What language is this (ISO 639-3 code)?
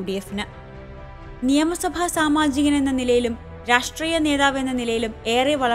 mal